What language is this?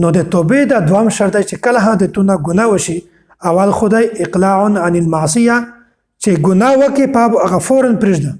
Pashto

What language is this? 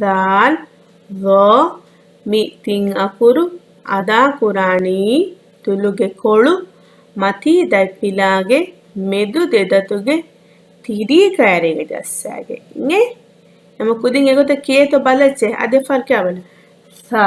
Divehi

